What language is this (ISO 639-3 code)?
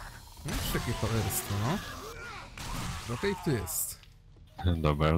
pol